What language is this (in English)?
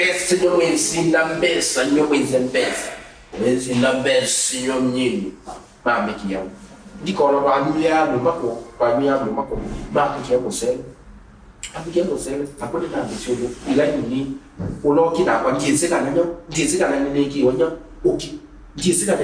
Kamba